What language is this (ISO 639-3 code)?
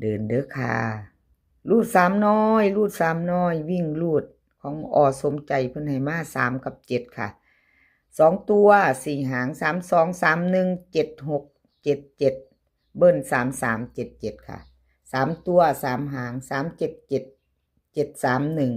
tts